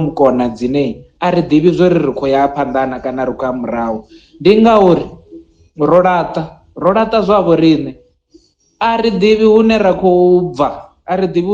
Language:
Venda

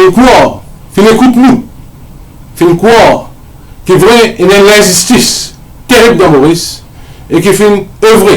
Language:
Morisyen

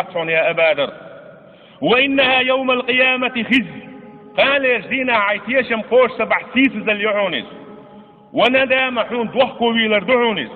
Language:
Chechen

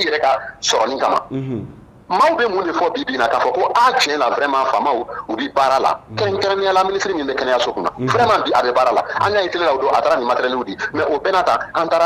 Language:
Bambara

